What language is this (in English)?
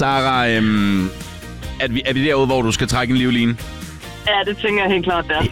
Danish